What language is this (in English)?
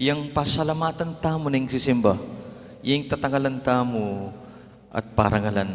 Pampanga